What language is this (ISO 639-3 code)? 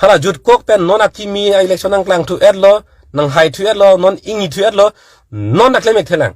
mjw